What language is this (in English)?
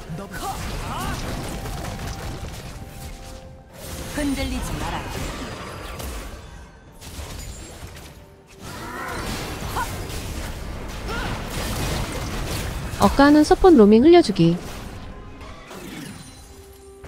Korean